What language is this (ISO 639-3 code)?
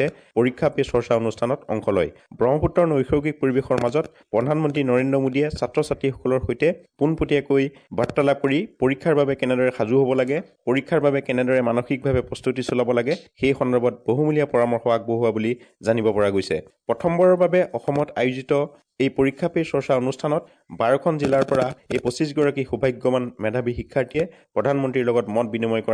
asm